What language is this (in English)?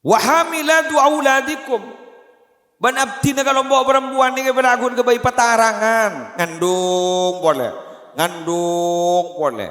Madurese